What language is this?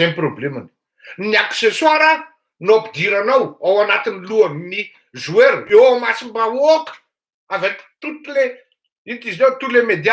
Malagasy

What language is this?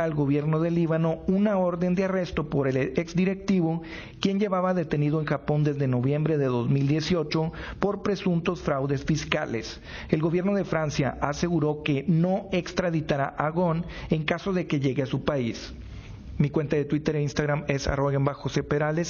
Spanish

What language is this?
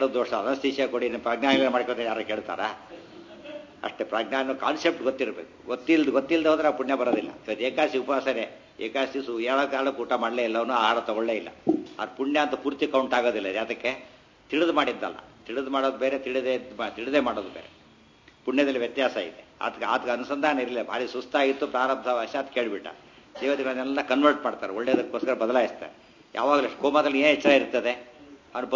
Kannada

